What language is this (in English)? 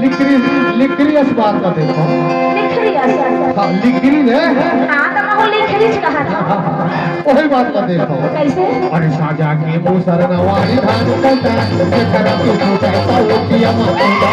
Chhattisgarhi